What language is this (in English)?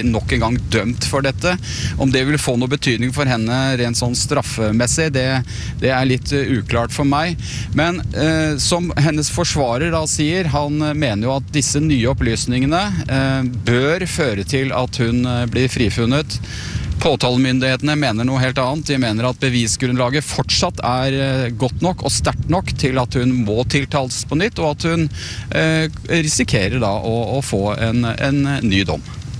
Norwegian